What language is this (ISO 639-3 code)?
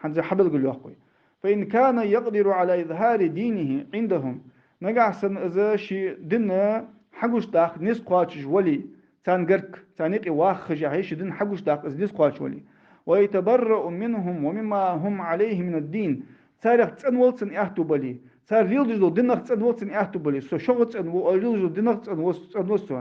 inh